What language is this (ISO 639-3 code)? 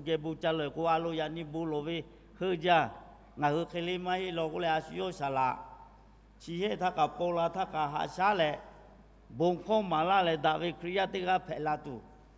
lhu